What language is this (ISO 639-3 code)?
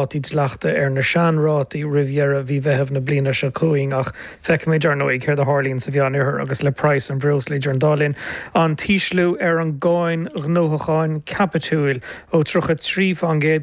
gle